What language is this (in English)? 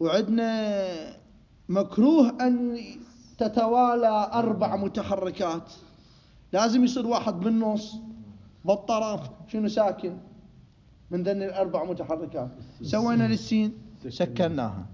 Mesopotamian Arabic